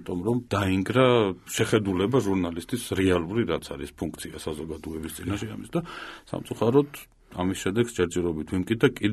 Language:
Georgian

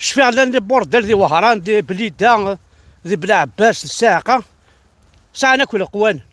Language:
Kabyle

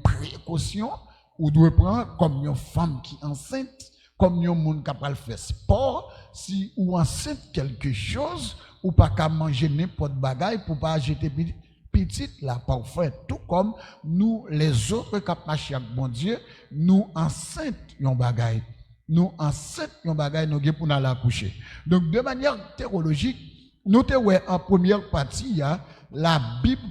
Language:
Haitian Creole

